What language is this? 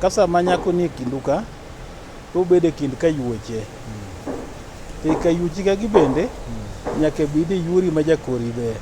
Luo (Kenya and Tanzania)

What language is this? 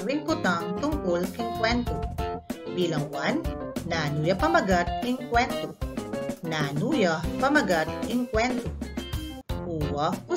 Pampanga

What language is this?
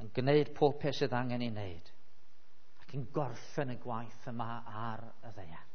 Welsh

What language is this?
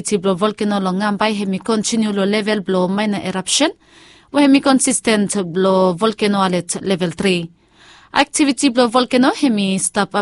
Bislama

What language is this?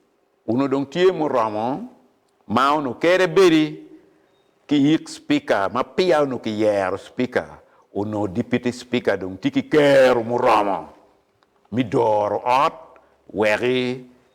Acoli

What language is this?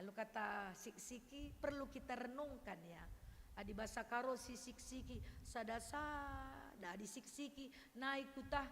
Batak Karo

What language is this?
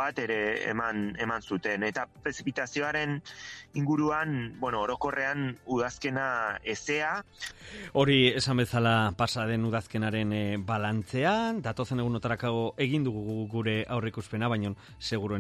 Basque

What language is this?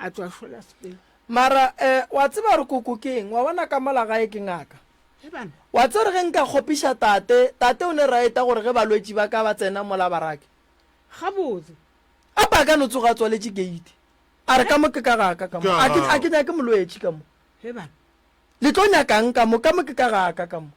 Northern Sotho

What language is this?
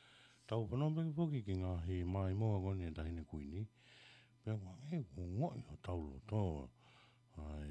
Tongan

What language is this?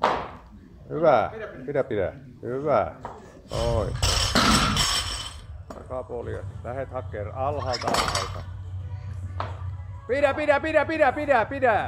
Finnish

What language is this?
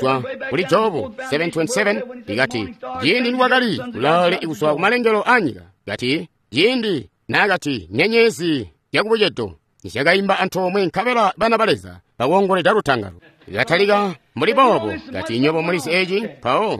Tonga (Zambia)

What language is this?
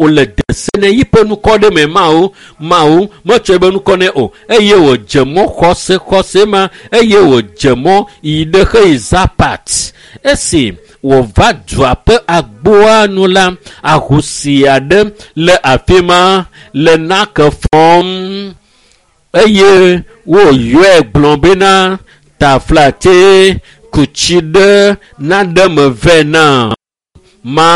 Ewe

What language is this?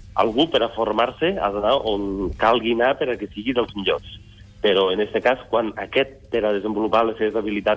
Catalan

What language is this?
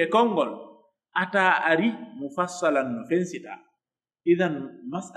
Pular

